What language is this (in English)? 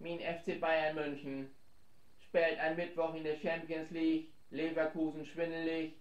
Low German